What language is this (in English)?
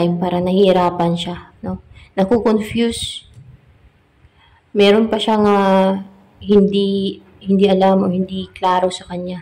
Filipino